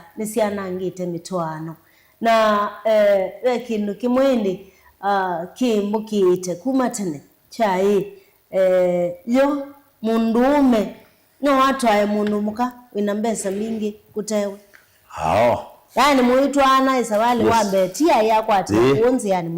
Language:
Kamba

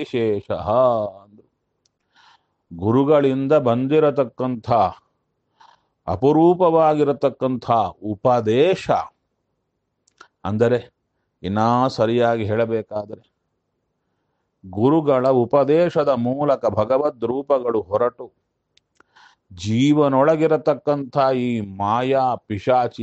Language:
Kannada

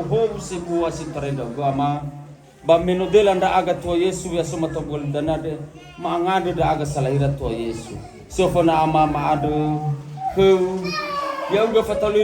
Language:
Nias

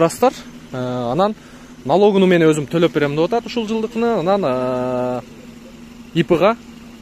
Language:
Kyrgyz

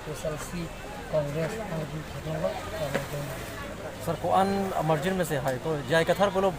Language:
Karbi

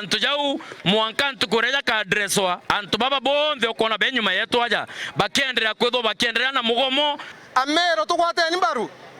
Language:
Meru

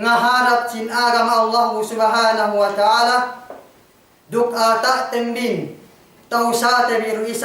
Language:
Yakan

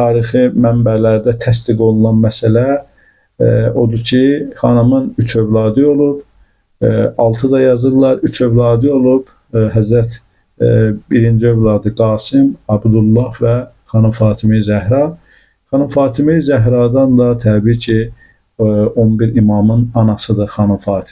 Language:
Azerbaijani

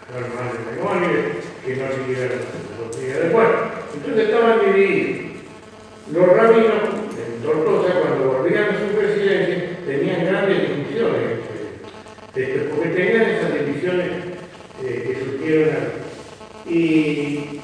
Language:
Ladino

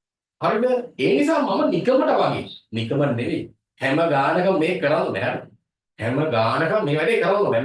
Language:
Sinhala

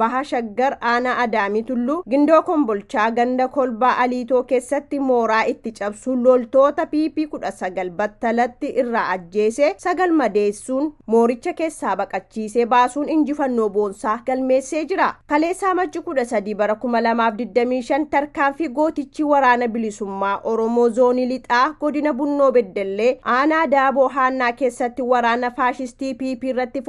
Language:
Oromo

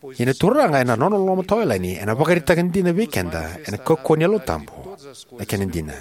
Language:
Fijian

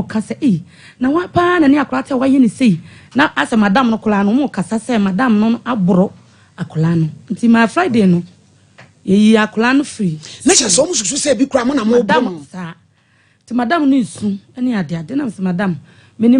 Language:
Akan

